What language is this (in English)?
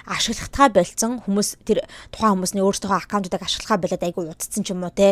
Mongolian